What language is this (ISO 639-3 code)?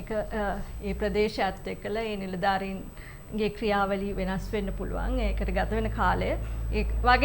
sin